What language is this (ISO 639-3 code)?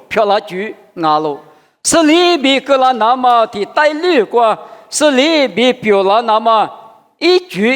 lis